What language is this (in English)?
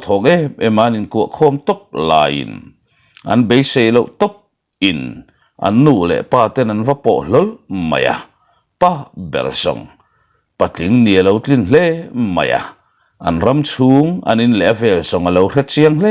Mizo